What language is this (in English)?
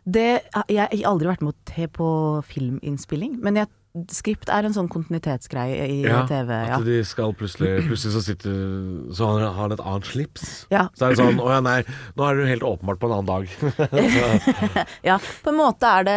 Norwegian